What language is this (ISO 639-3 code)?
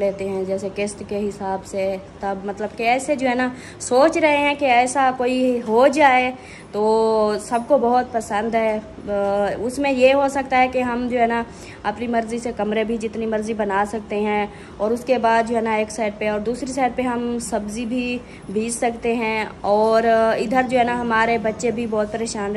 hin